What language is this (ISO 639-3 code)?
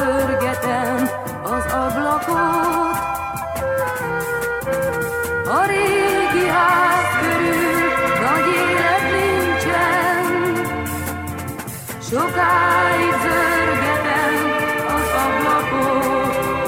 hun